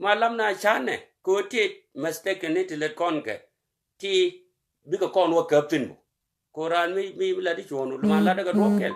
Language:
Nuer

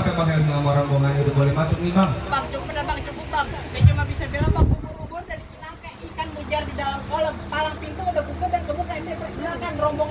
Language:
Betawi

